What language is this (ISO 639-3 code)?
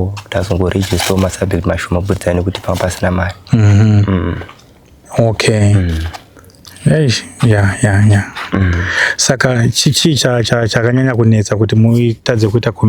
sna